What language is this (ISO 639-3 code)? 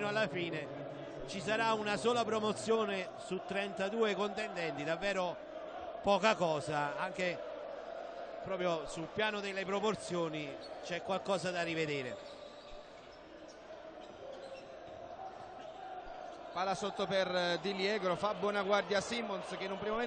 ita